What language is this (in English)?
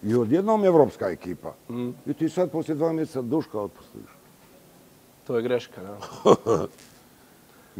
Bosnian